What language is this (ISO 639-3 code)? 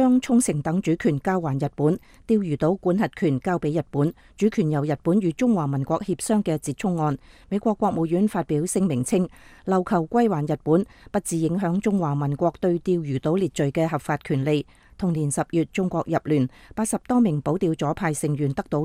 yue